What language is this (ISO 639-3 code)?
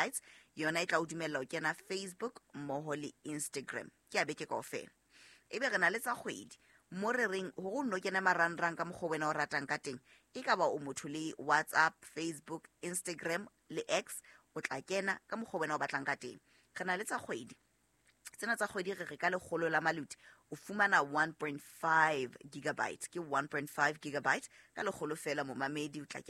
sot